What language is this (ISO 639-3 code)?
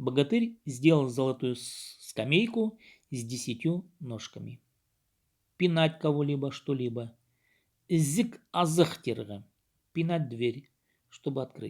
kjh